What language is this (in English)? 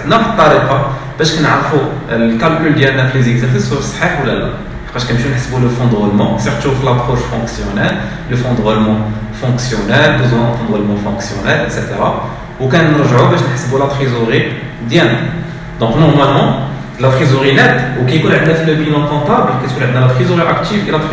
Moroccan Arabic